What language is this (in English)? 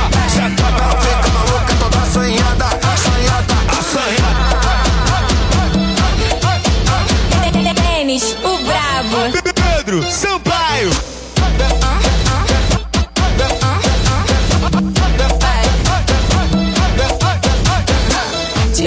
Portuguese